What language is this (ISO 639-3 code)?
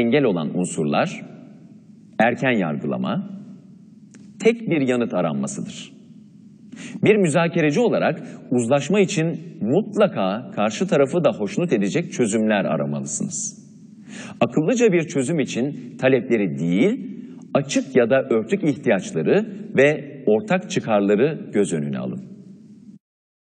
tur